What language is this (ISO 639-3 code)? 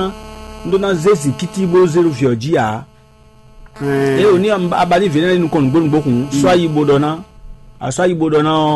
fon